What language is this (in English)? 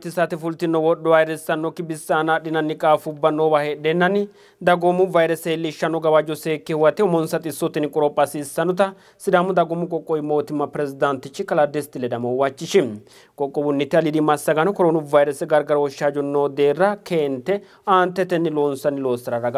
Sidamo